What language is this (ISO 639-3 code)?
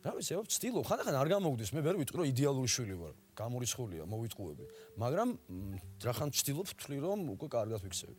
kat